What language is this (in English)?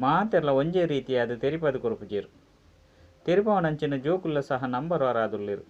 Tulu